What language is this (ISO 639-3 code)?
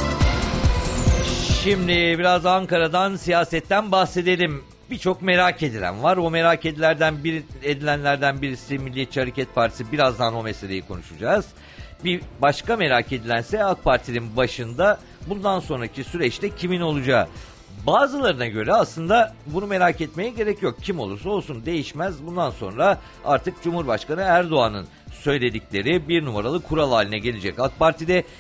tur